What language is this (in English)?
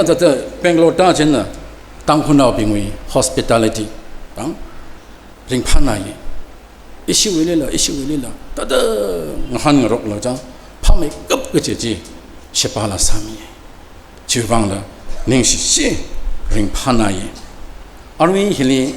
Tangkhul Naga (India)